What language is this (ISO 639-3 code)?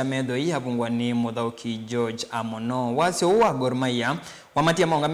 kam